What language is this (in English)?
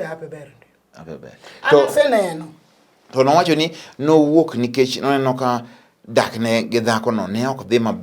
Luo (Kenya and Tanzania)